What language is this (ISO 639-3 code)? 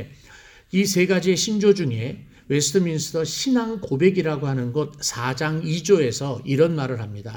kor